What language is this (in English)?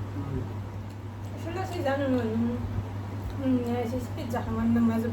Bodo